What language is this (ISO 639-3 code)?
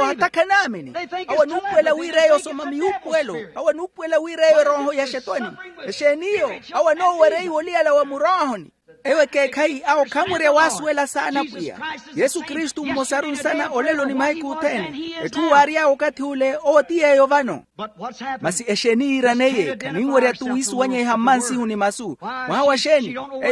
vmw